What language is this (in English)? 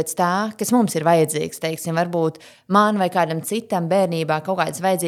Latvian